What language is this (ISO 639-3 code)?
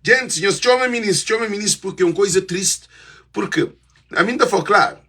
kea